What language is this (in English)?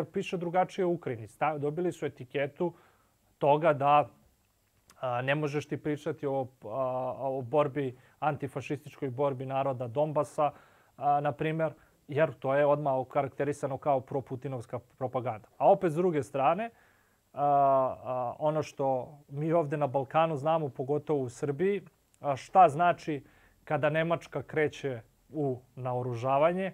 Serbian